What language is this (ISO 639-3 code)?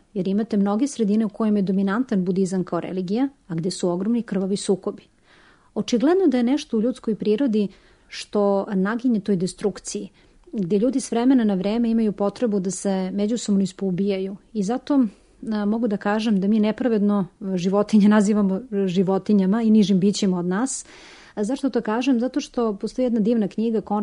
srp